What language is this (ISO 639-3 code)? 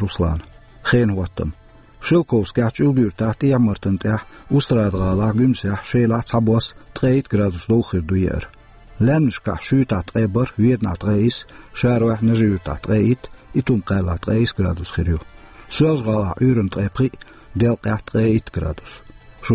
che